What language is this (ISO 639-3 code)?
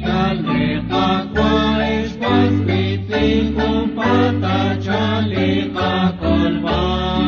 kek